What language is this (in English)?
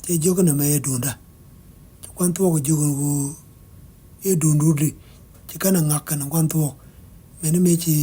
Nuer